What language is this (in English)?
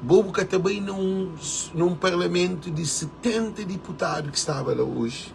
Kabuverdianu